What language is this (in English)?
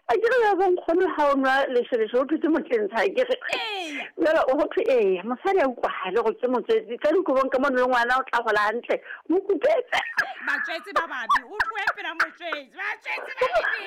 Southern Sotho